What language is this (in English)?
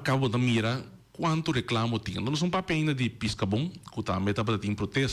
Papiamento